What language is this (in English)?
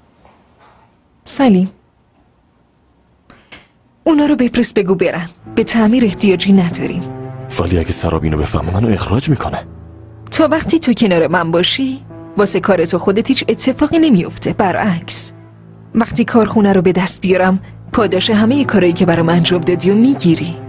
Persian